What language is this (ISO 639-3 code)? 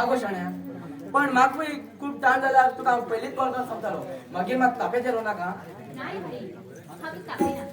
kok